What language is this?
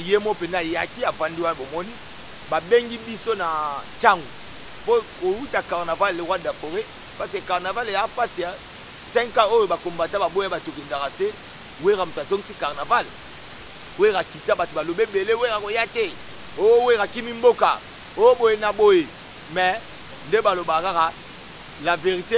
Lingala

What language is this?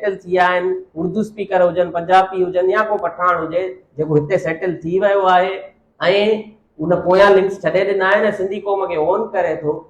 Sindhi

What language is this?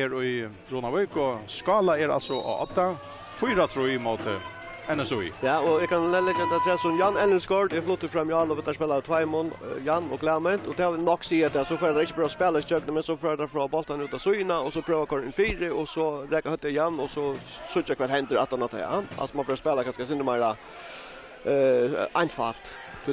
Faroese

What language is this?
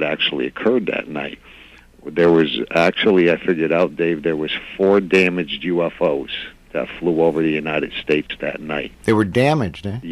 English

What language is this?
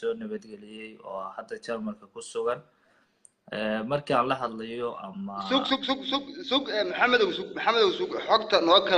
Somali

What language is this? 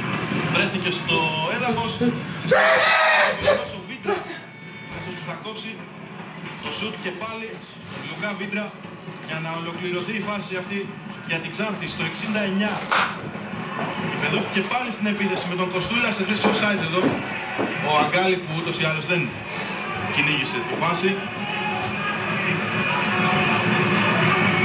Greek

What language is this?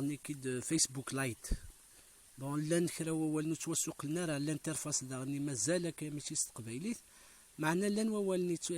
Kabyle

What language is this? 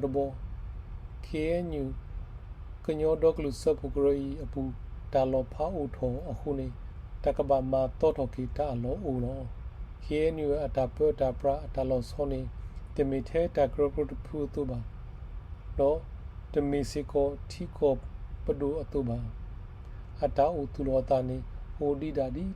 S'gaw Karen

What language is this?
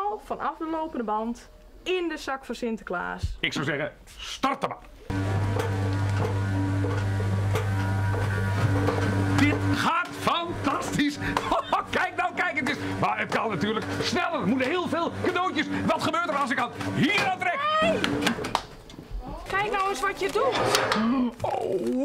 Dutch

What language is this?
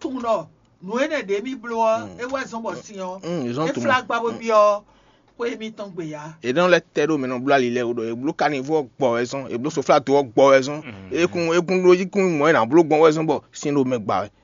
Fon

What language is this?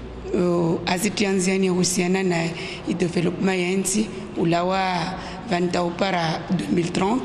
Ngazidja Comorian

